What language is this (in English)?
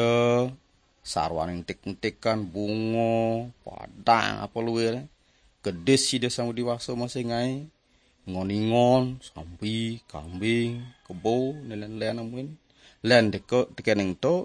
Balinese